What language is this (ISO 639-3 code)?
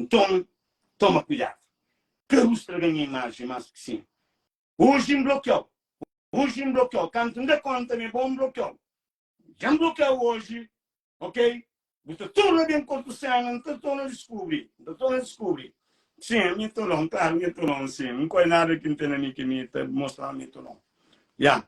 kea